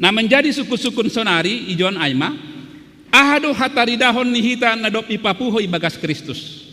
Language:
Batak Simalungun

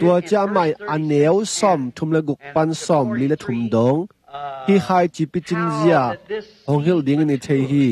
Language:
Tedim Chin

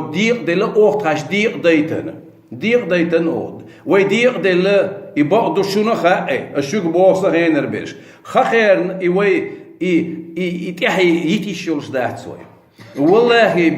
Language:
Chechen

